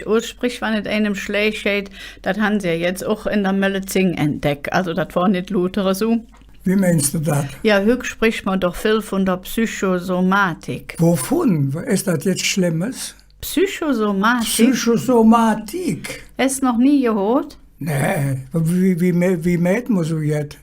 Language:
Colognian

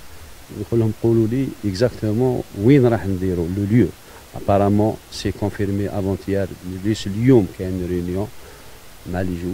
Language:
Algerian Arabic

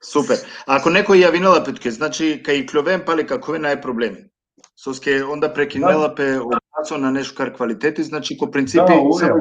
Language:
Balkan Romani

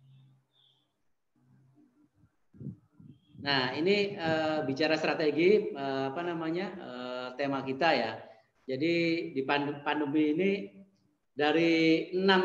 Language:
Indonesian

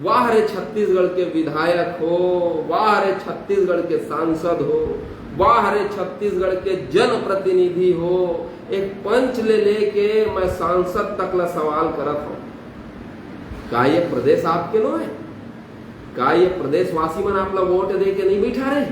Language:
Chhattisgarhi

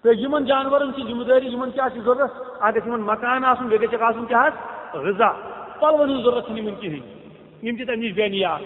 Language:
Kashmiri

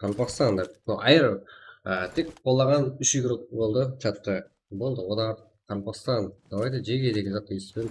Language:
Kara-Kalpak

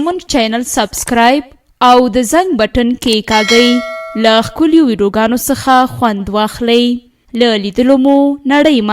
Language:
Pashto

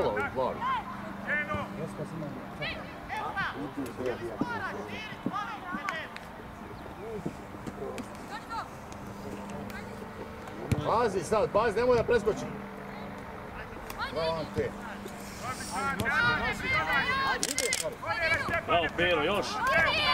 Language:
Croatian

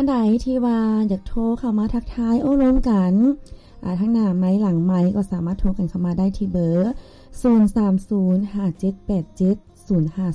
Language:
Lao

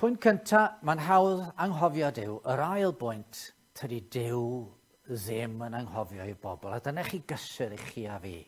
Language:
Welsh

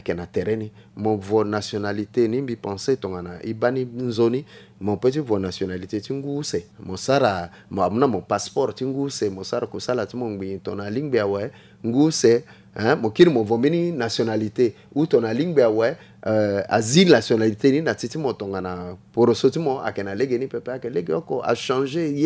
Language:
Sango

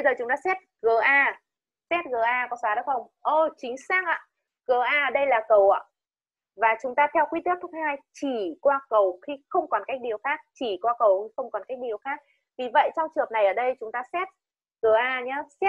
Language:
Vietnamese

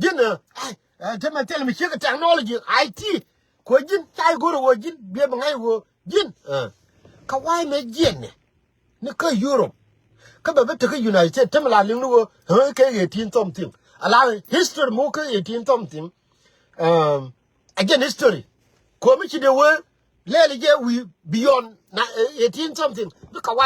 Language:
Nuer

